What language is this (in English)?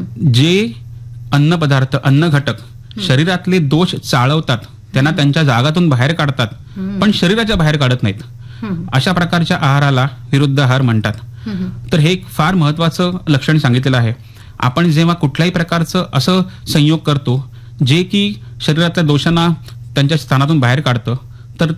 Marathi